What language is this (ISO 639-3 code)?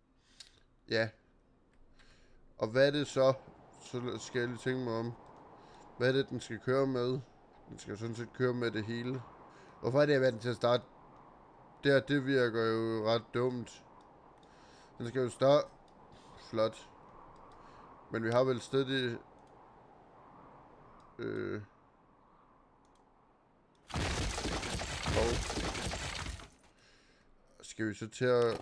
dan